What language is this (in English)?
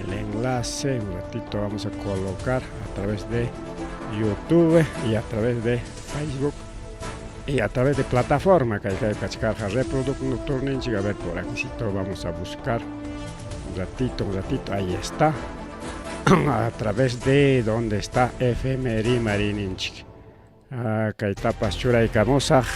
Ayacucho Quechua